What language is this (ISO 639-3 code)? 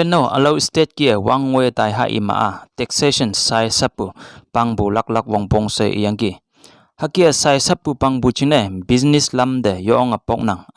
nbe